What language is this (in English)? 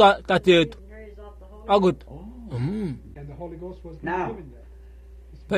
Kuanyama